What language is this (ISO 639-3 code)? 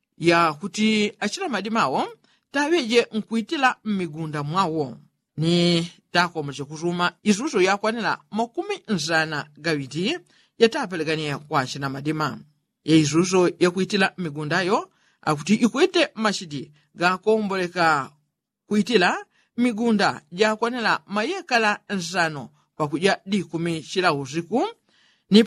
yao